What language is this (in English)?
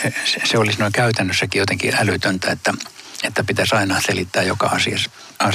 Finnish